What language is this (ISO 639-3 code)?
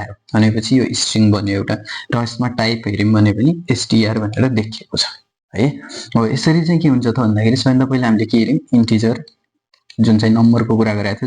nep